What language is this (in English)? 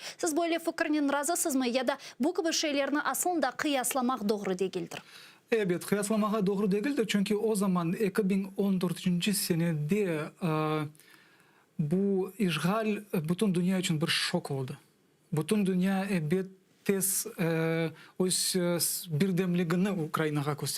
Crimean Tatar